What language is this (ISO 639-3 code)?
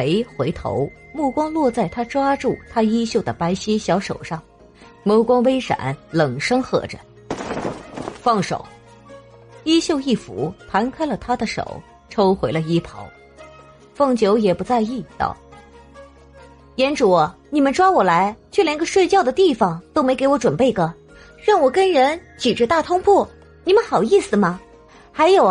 zho